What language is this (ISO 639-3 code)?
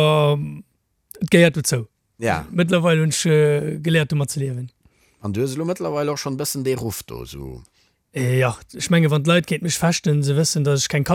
ltz